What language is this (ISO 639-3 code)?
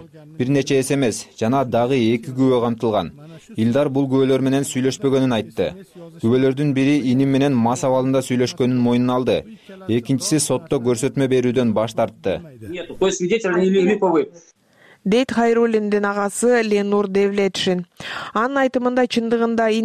kir